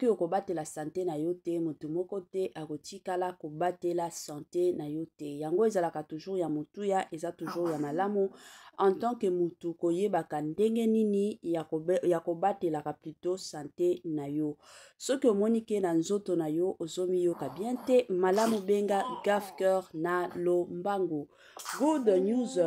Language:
Lingala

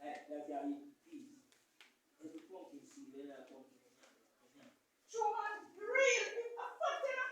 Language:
Jamaican Creole English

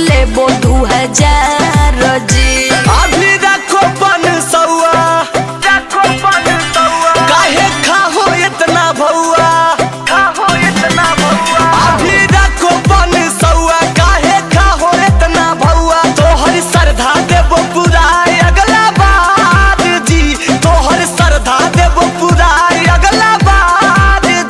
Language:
Magahi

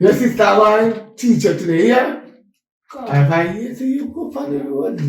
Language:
Jamaican Creole English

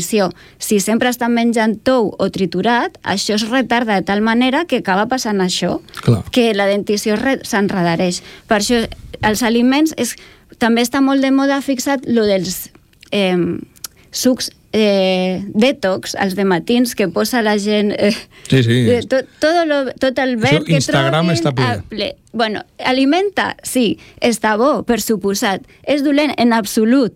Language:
Catalan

